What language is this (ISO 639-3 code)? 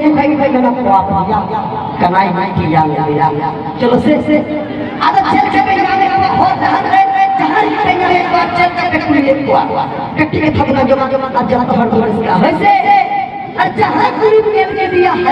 sat